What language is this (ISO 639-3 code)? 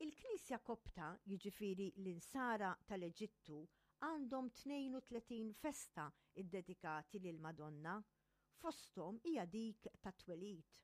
mlt